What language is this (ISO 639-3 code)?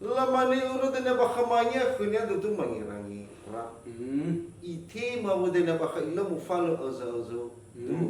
nia